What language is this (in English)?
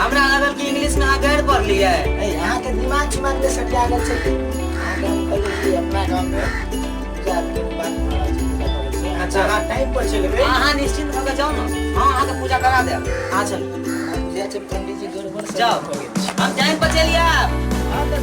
Maithili